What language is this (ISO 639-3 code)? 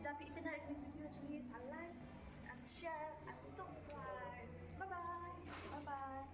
kha